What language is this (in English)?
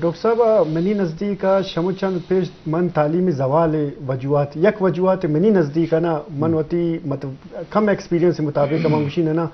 Eastern Balochi